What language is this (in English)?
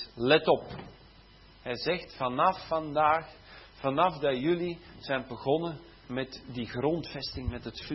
Dutch